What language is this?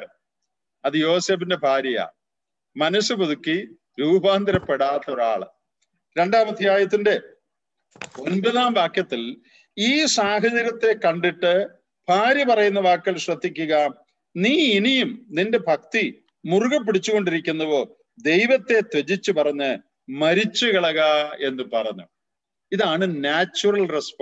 Malayalam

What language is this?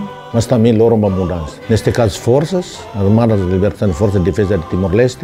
Tetum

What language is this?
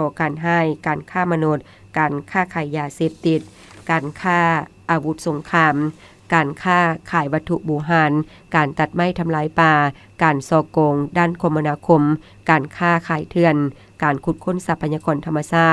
Lao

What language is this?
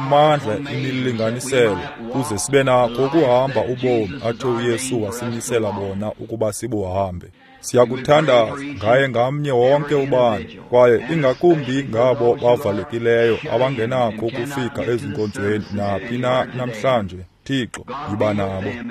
Xhosa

